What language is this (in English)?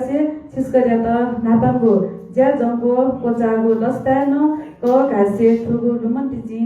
Newari